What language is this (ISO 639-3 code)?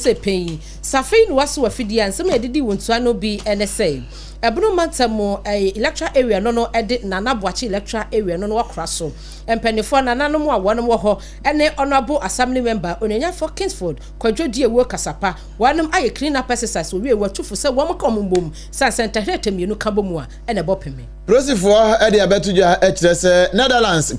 aka